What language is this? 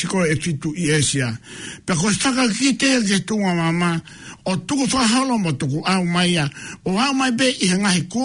Tongan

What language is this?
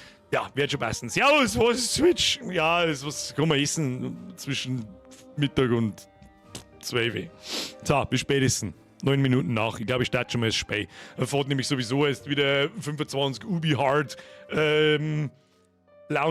Bavarian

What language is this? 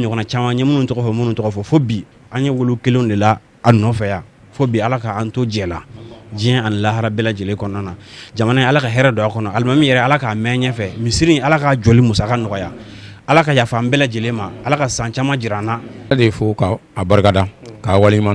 Bambara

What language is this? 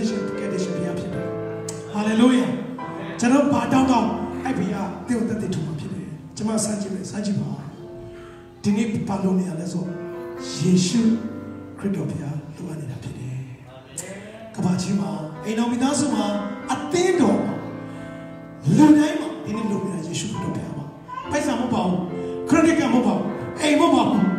Burmese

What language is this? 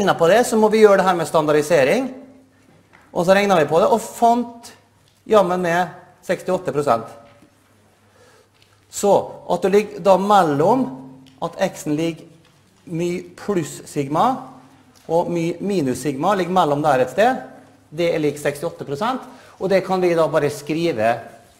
Norwegian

